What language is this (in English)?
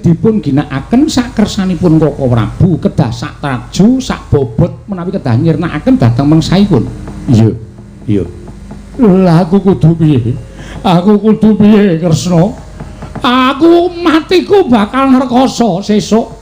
Javanese